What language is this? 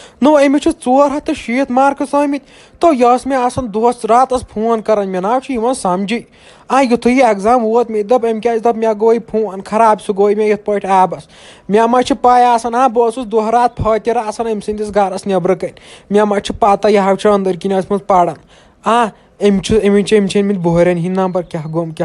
Kashmiri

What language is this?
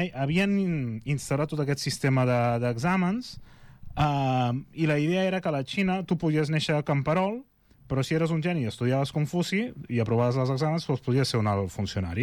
Catalan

